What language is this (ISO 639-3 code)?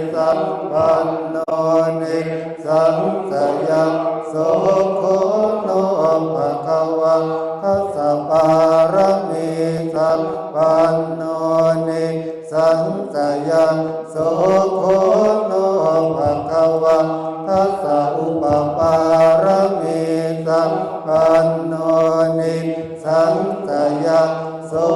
pli